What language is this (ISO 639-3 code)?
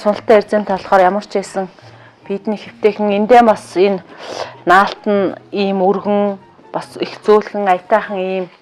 mon